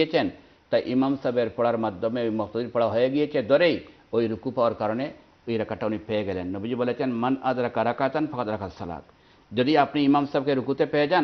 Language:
Bangla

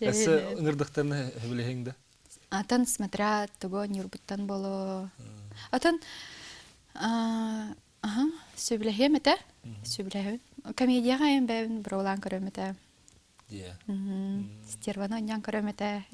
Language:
Yakut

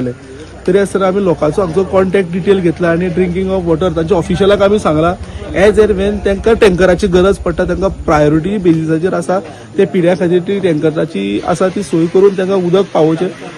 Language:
Konkani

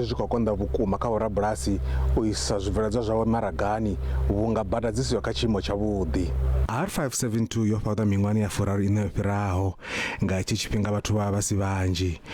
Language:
Venda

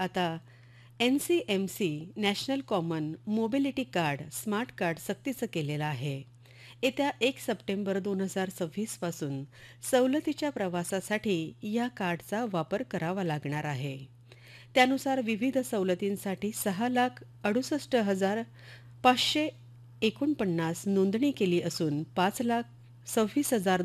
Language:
Marathi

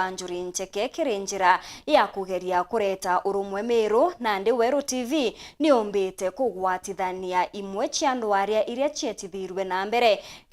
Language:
Meru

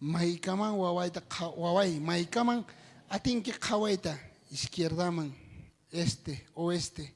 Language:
South Bolivian Quechua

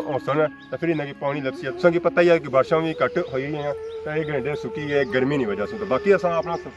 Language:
Pahari-Potwari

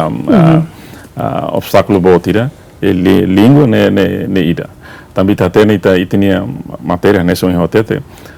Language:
Tetum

